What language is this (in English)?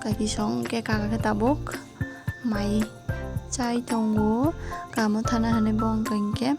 Kok Borok